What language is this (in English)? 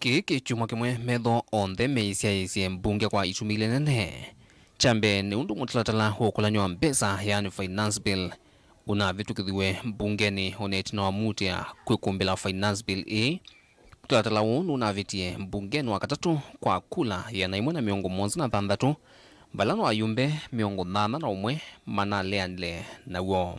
Kamba